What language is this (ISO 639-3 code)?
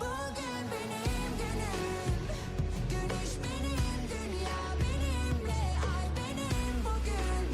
kaa